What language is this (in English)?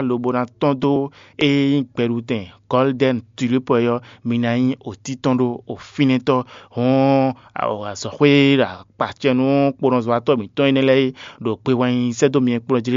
Fon